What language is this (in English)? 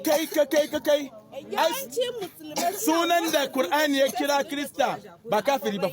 Hausa